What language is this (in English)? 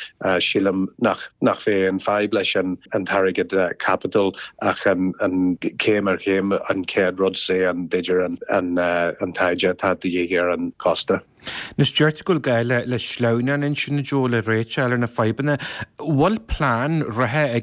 Irish